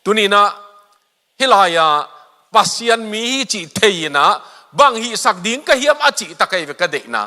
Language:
Tedim Chin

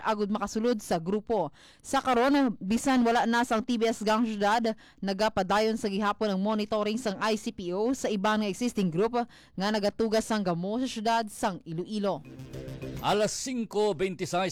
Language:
Hiligaynon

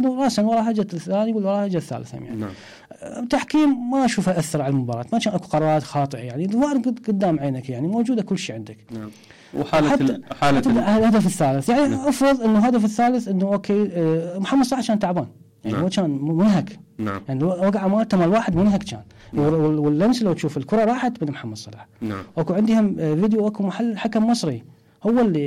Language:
Mesopotamian Arabic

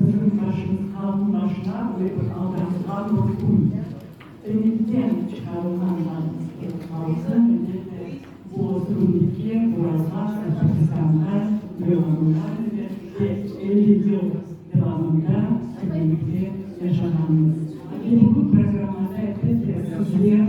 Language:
Crimean Tatar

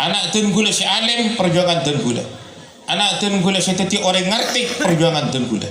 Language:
Madurese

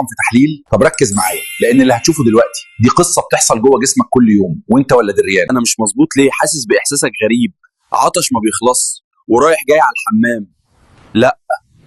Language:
Egyptian Arabic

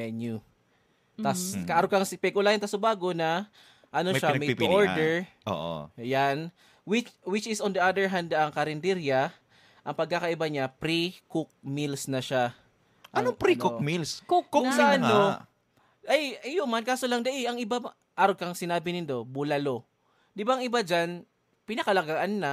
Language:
Bikol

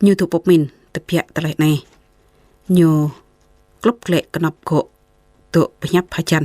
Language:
Jarai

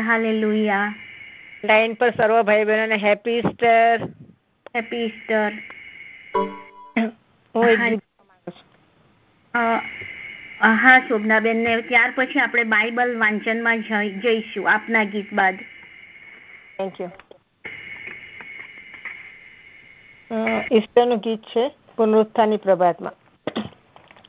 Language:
Gujarati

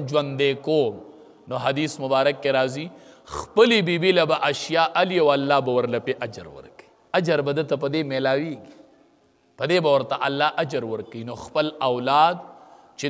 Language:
Pashto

